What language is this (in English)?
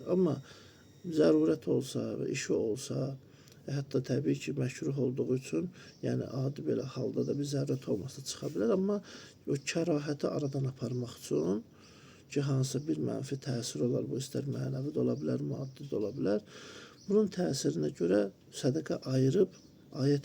Azerbaijani